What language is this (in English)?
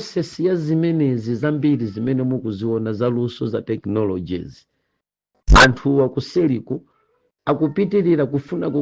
Nyanja